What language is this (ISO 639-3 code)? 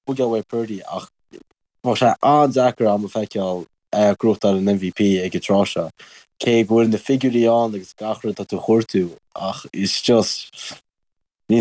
gle